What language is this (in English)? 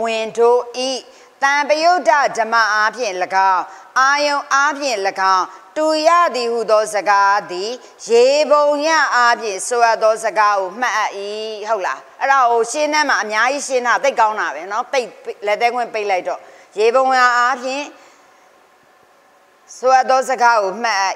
Burmese